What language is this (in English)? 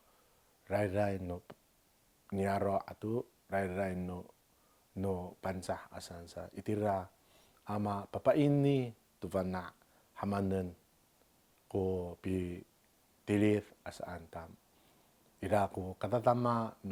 Amis